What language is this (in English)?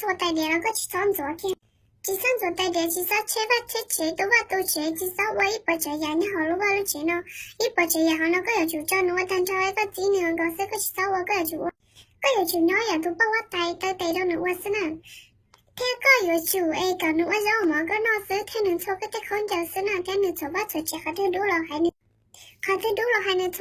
Hmong